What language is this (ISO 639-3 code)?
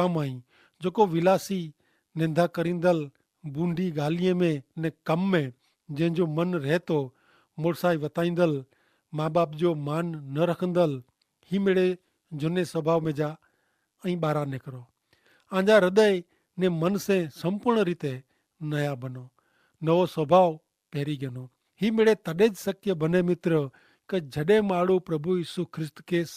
kfr